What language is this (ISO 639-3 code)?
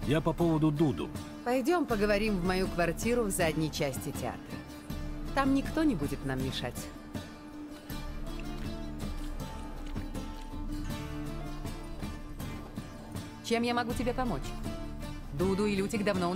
rus